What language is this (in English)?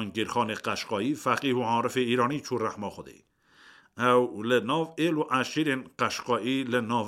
Kurdish